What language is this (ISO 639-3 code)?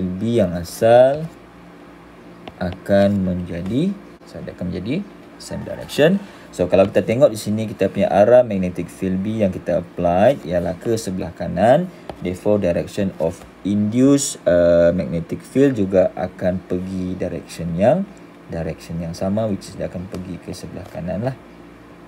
msa